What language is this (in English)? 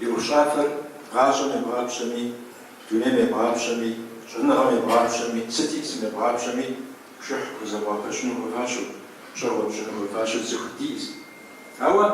Kabardian